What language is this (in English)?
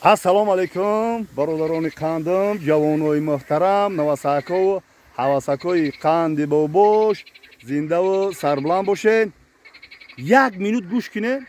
Tajik